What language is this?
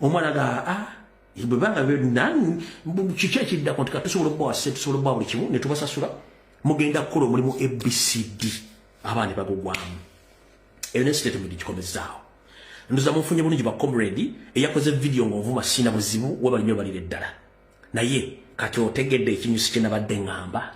Ganda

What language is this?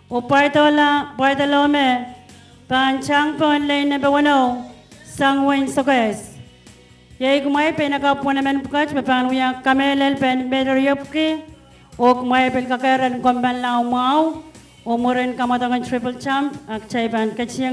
Pohnpeian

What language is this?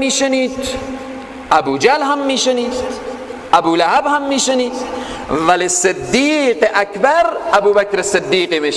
Persian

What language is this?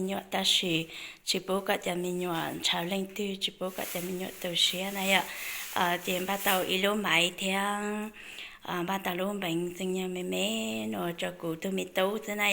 Hmong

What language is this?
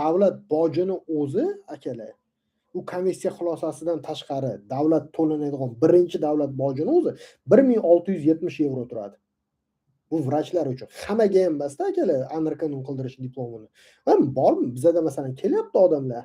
Uzbek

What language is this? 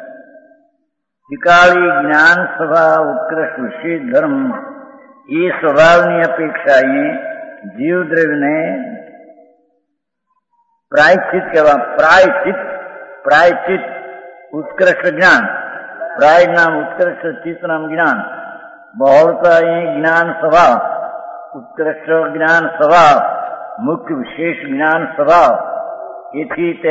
Gujarati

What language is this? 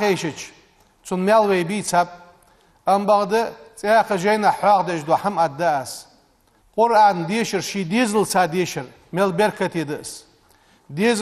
Ingush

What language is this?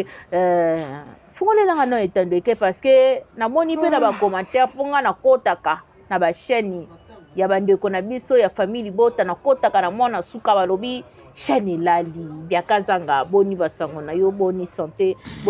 Lingala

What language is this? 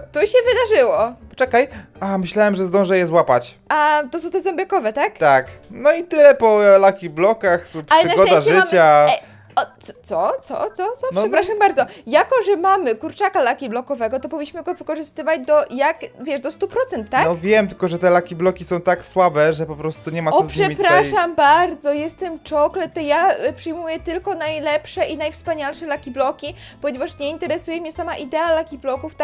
Polish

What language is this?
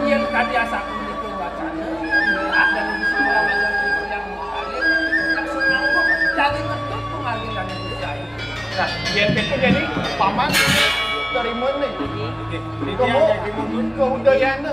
Balinese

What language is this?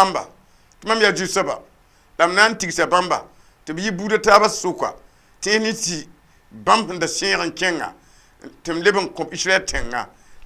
Mossi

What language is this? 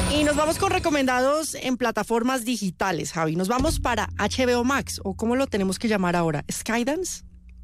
Spanish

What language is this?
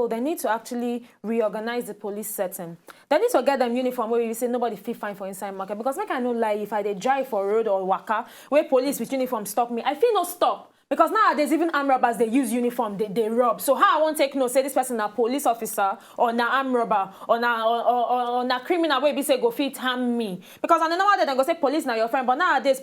Nigerian Pidgin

